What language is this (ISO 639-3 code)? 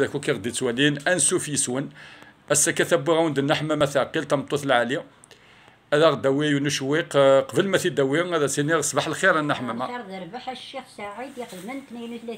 kab